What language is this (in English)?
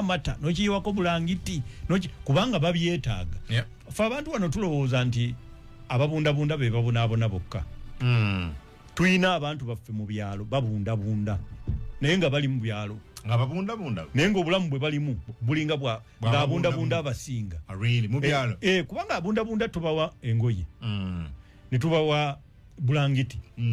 Ganda